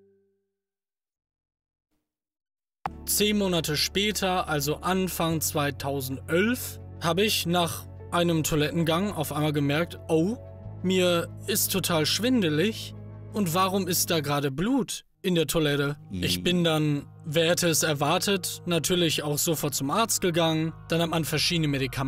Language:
German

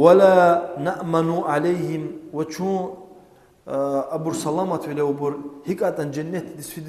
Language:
Lezghian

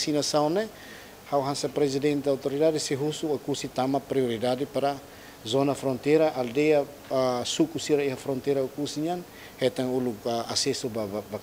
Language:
Tetum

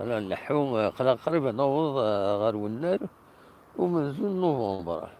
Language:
Kabyle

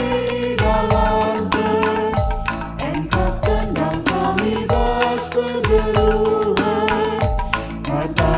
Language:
Batak Karo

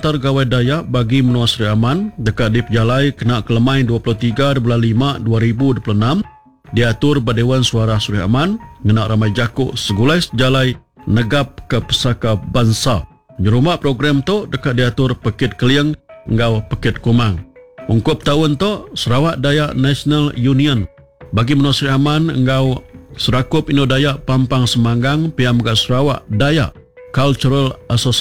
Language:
Iban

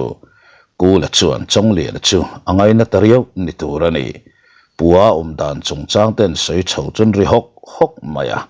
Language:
Mizo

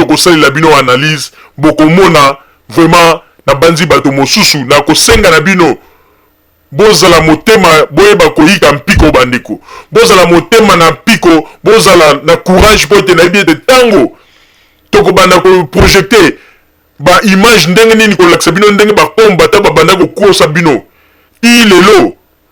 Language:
Lingala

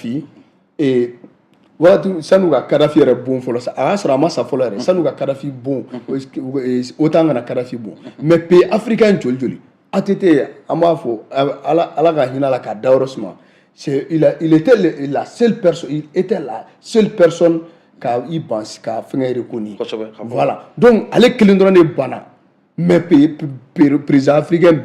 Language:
Bambara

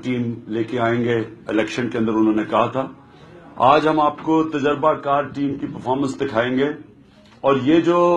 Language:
Urdu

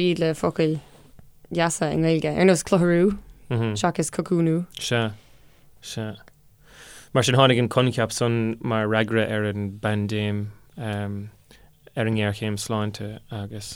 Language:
Irish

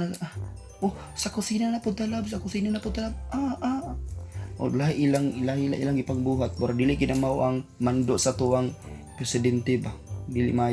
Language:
Cebuano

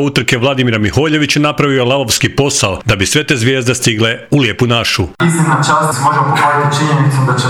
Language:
Croatian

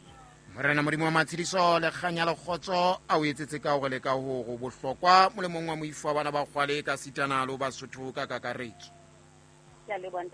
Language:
Southern Sotho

